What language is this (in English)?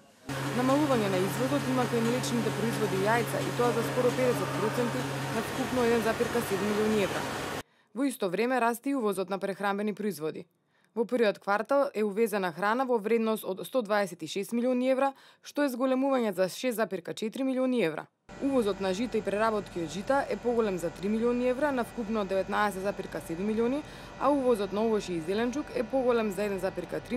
Macedonian